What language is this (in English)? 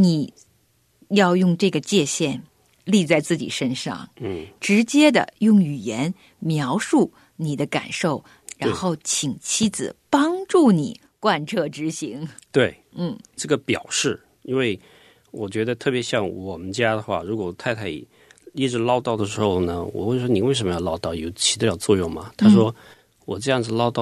Chinese